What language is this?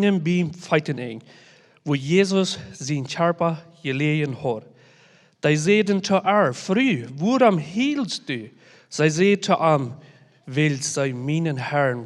Plautdietsch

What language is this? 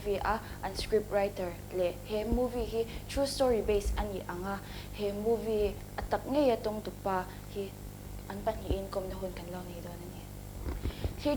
Mizo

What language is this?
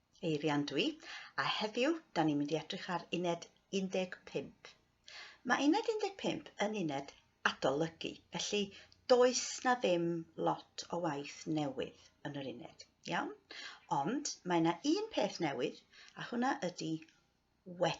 Welsh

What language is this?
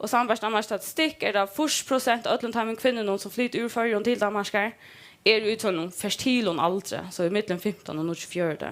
Faroese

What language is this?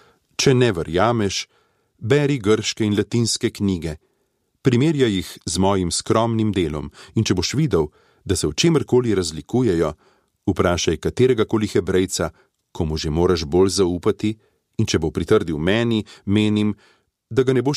Slovenian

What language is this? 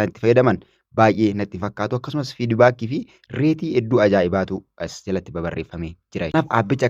Oromo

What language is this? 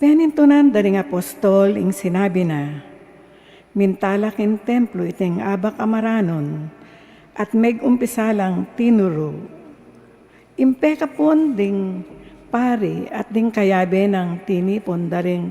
Pampanga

